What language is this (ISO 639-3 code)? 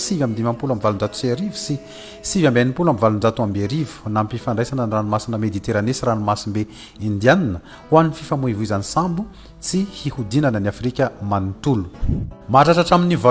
mlg